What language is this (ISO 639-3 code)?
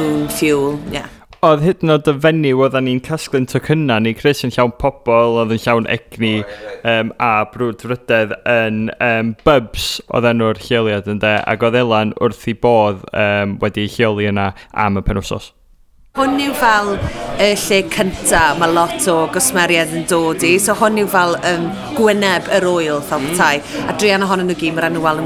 cym